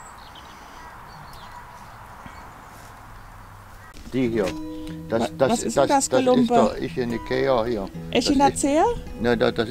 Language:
German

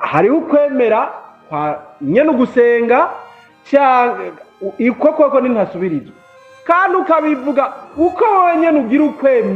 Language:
Rundi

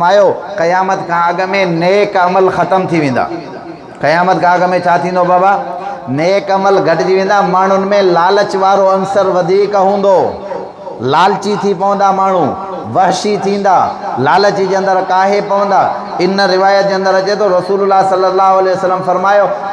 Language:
Sindhi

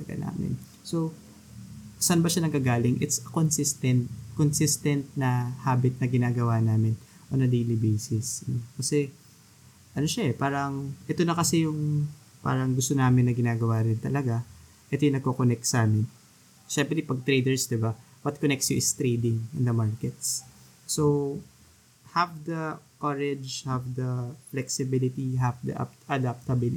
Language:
Filipino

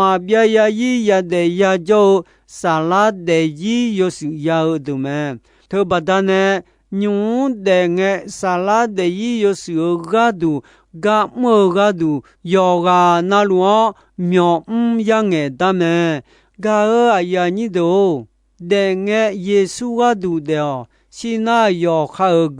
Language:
Akha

